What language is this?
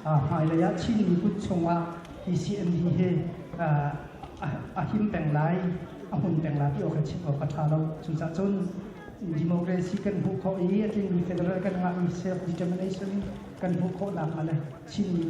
Hakha Chin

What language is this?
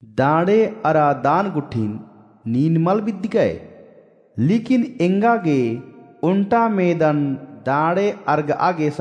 Kurukh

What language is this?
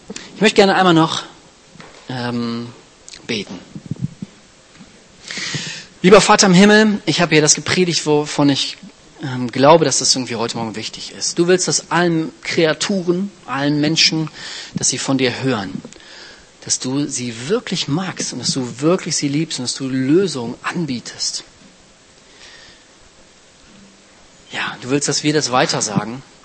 German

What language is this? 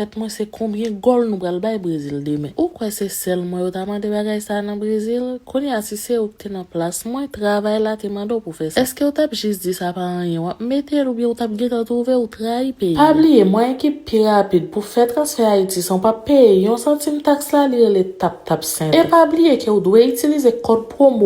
Haitian Creole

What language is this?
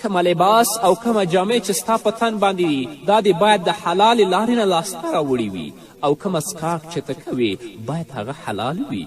Pashto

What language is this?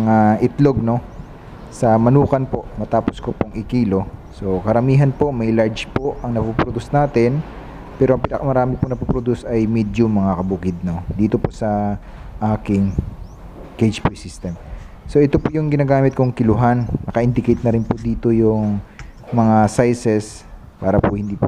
Filipino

